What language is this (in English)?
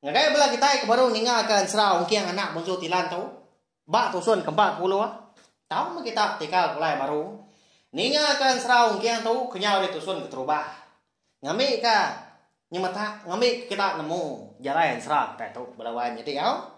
Iban